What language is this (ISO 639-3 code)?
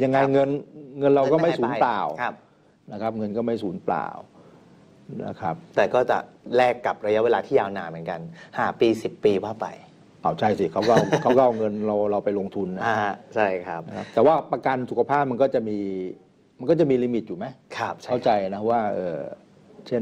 tha